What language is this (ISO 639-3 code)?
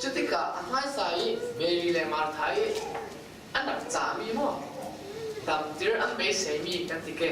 cfm